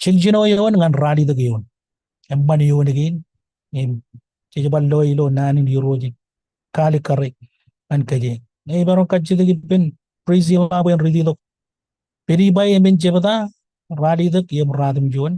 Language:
Marshallese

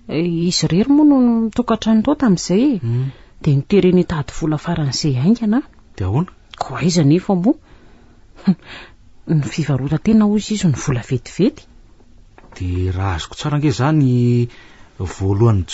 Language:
Malagasy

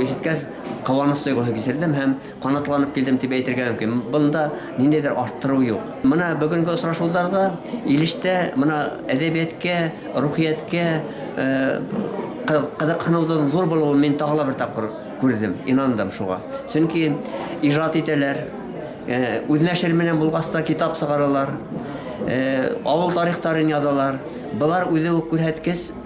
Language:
Tatar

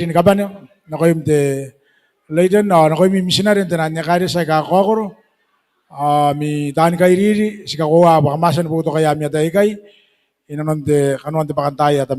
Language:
Gilbertese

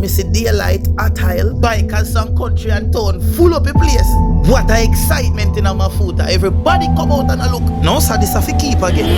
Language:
Jamaican Creole English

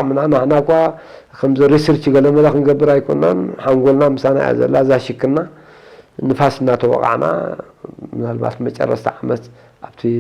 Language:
Tigrinya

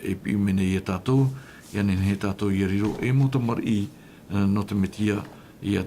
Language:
Tahitian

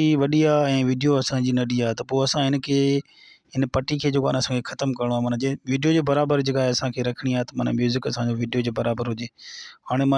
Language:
Sindhi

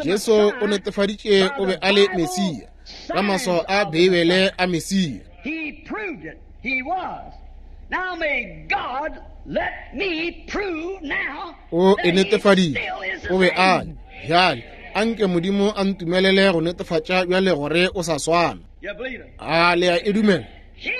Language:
Northern Sotho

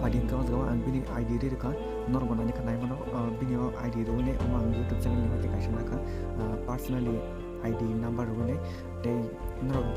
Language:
Kok Borok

